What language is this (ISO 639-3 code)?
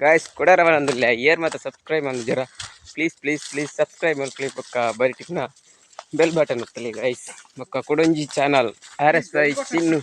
tcy